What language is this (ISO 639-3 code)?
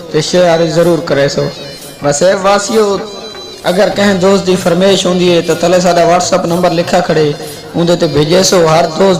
skr